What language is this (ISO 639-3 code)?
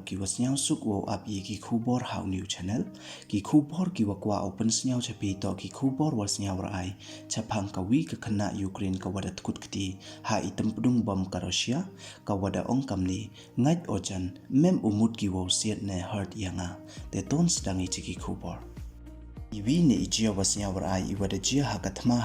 pbv